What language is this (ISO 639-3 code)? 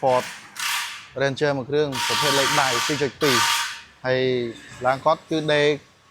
khm